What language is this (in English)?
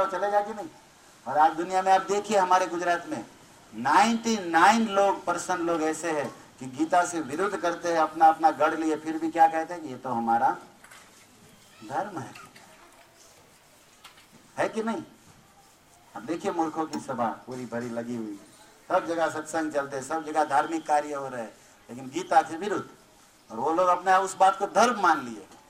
Hindi